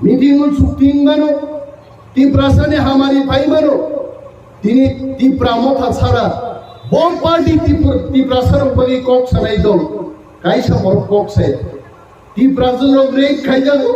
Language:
Kok Borok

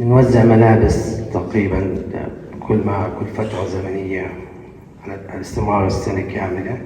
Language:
North Levantine Arabic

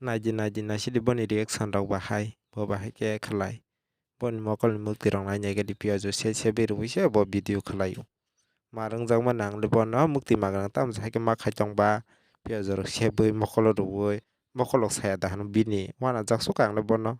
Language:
Kok Borok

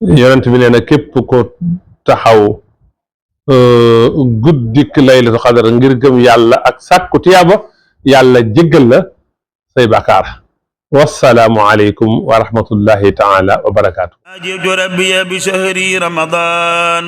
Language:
Wolof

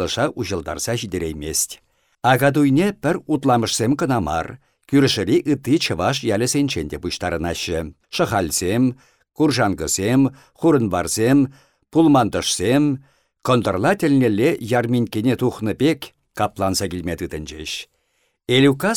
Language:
Chuvash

